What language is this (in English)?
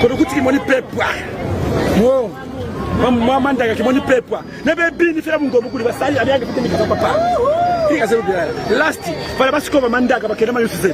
Lozi